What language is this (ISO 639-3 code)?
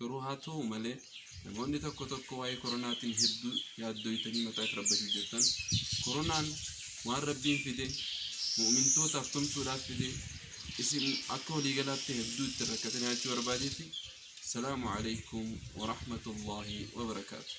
orm